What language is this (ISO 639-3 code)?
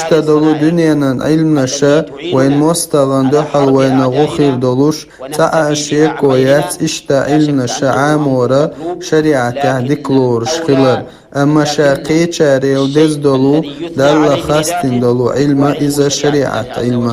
che